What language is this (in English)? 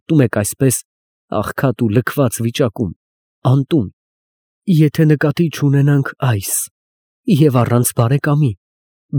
Armenian